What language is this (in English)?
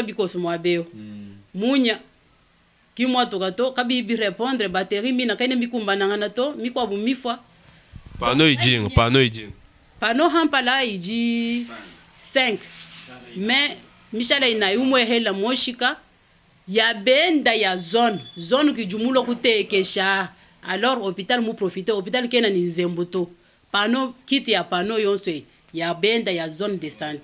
Luba-Lulua